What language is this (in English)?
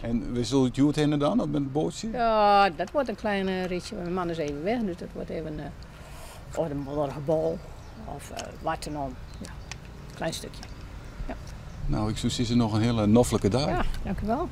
Western Frisian